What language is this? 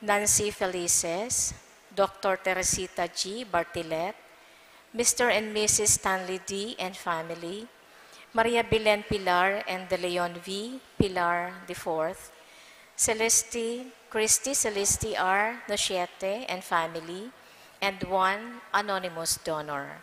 Bikol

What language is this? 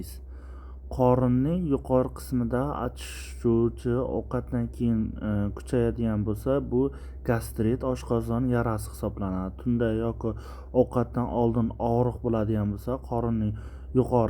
Uzbek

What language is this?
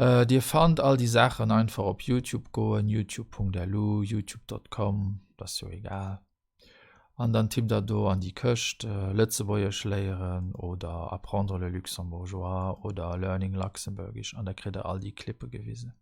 Luxembourgish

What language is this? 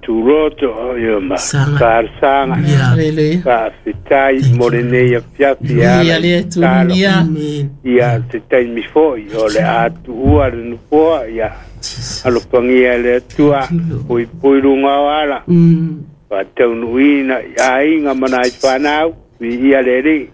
Samoan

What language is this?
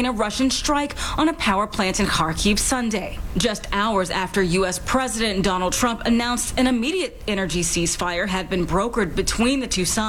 English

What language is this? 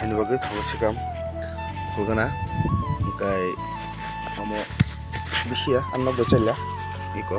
Kok Borok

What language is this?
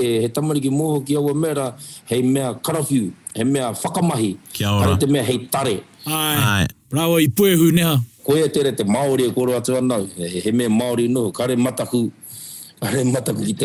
Māori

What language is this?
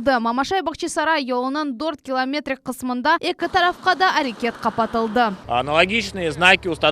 Crimean Tatar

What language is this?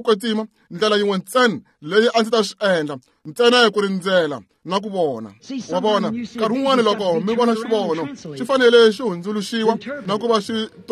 Tsonga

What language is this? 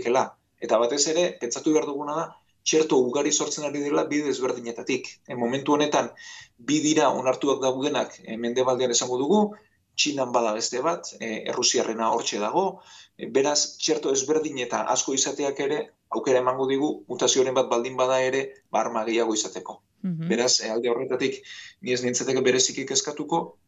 Basque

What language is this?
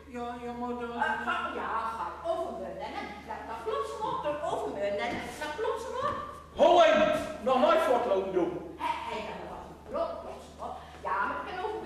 Gronings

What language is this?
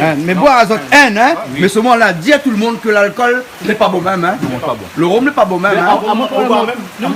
Réunion Creole French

